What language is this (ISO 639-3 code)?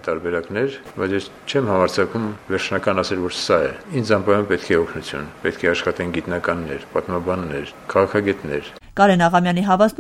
hye